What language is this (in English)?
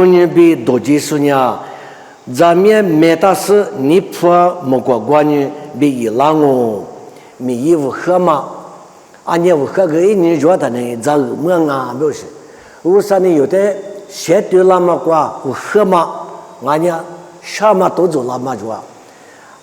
Lisu